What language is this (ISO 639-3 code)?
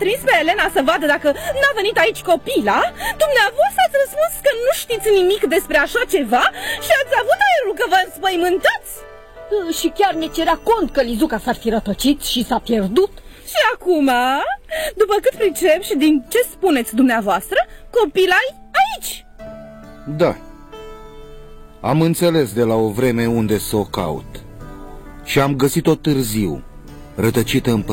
ron